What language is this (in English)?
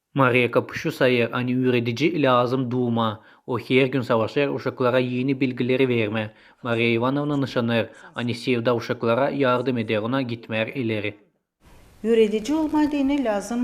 Gagauz